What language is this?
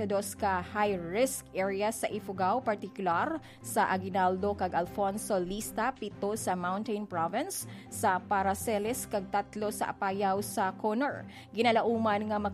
Hiligaynon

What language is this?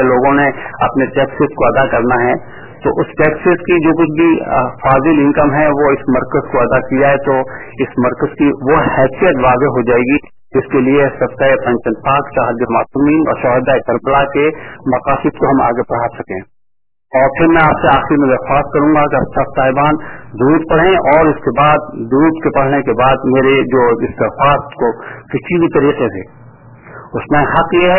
Urdu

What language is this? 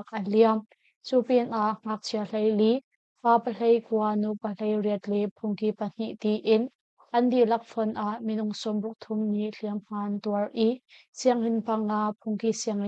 Hakha Chin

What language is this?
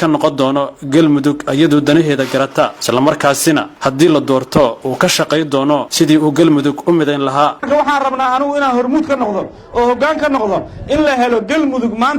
Somali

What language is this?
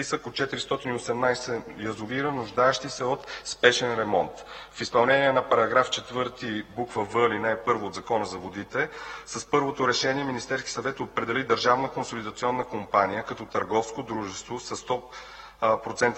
Bulgarian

